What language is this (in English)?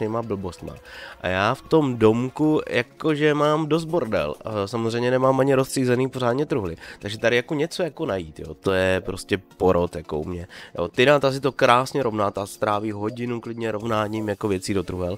Czech